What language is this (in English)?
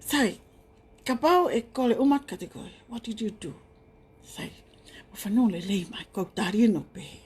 Tongan